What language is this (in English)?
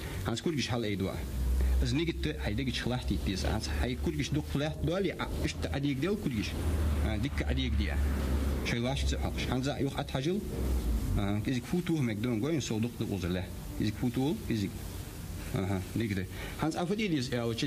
Ingush